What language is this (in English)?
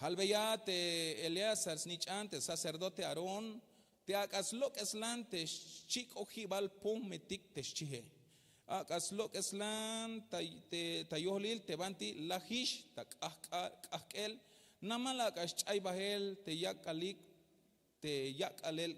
Tzeltal